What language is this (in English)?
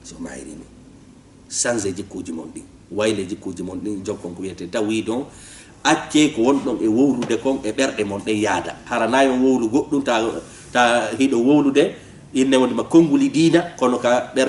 Fula